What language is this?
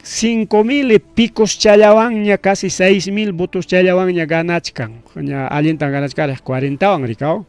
Ayacucho Quechua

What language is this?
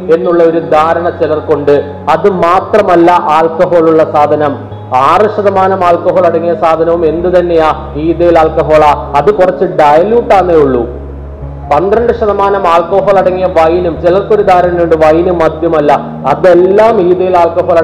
Malayalam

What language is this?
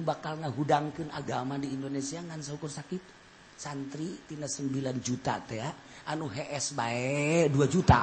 Sundanese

